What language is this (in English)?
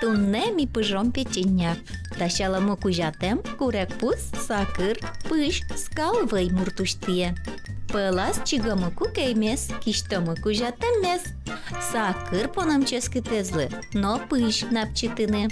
Udmurt